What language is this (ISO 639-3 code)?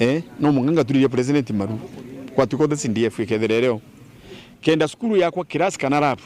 mer